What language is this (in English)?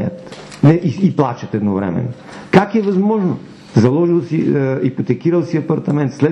Bulgarian